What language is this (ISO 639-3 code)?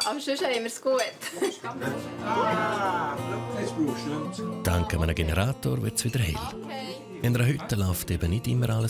gsw